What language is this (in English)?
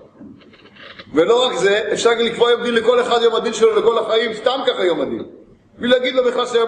Hebrew